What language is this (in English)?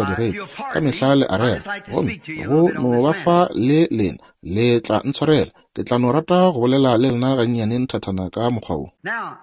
Northern Sotho